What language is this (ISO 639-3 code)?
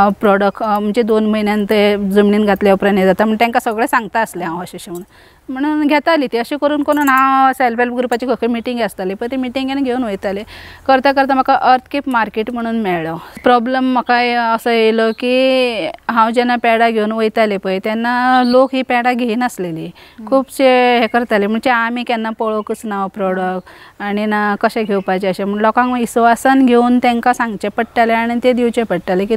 kok